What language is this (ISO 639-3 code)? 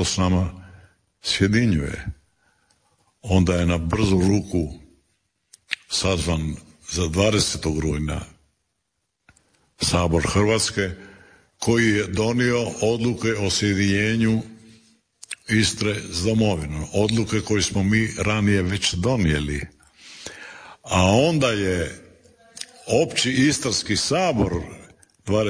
hrv